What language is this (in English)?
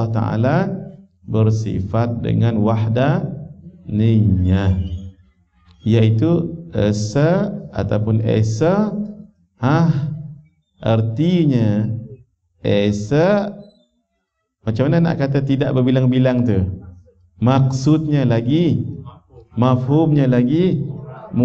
Malay